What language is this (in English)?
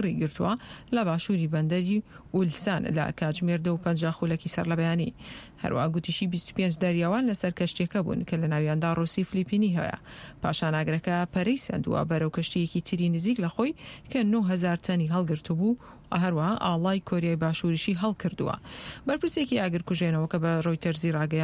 Central Kurdish